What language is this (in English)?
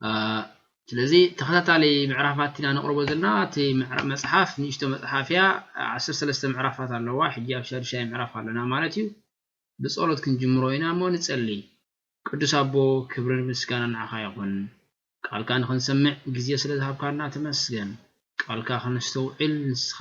Tigrinya